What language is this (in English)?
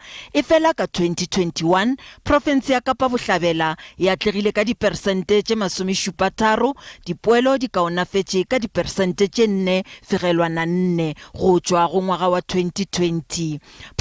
Northern Sotho